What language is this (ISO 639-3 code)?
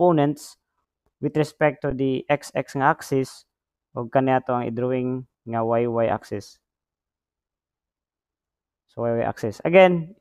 ceb